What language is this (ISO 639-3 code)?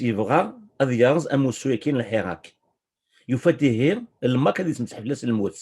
kab